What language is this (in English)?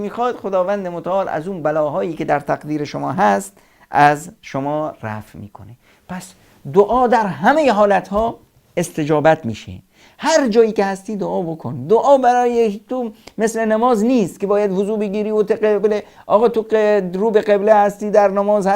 Persian